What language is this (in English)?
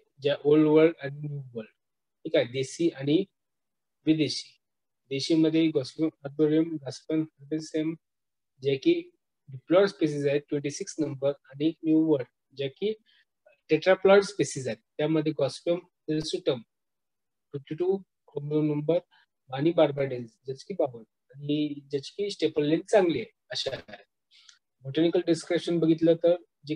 Marathi